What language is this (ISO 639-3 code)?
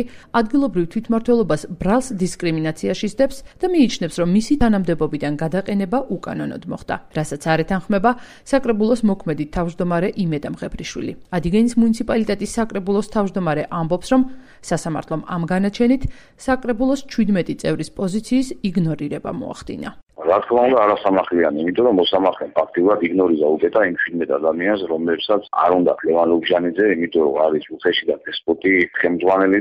kat